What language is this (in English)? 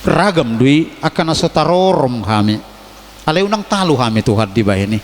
Batak Toba